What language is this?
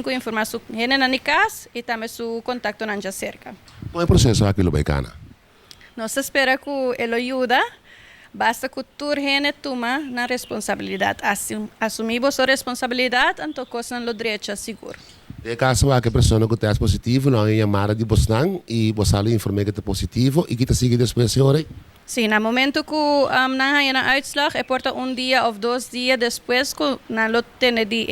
Papiamento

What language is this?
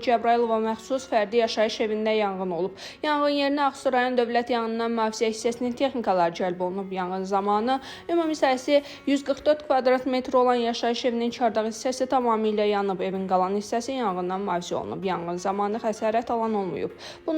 Azerbaijani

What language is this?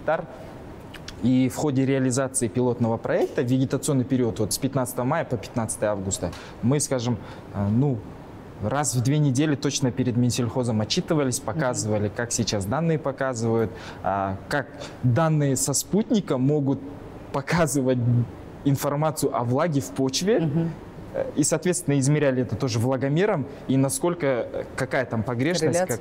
Russian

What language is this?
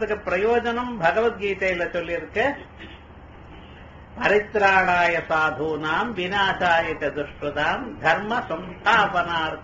Tamil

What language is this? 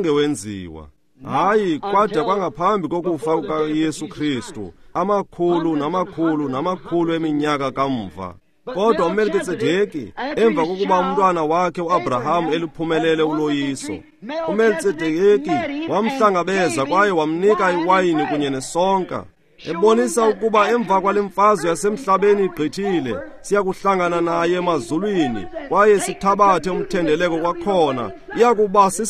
Xhosa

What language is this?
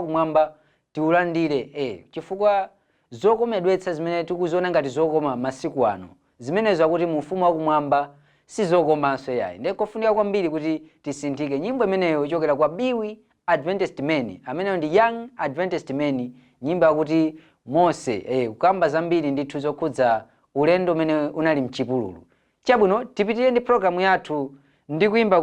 Nyanja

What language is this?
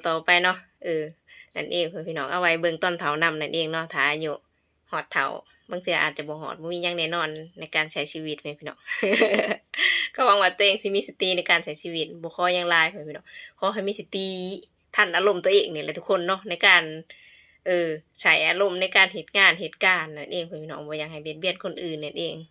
Lao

